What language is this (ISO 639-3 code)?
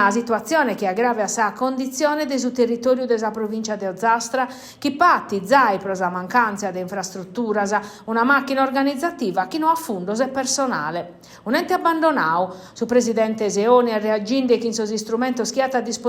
srd